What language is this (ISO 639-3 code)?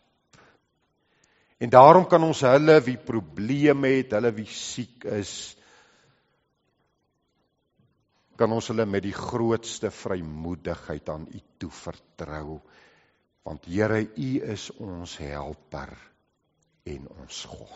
afr